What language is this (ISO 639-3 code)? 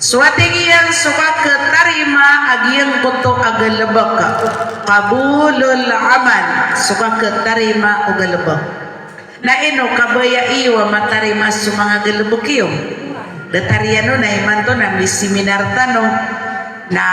mrw